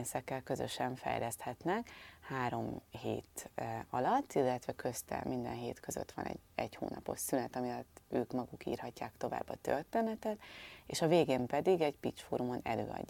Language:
Hungarian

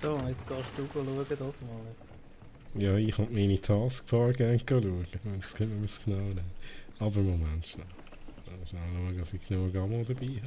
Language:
Swiss German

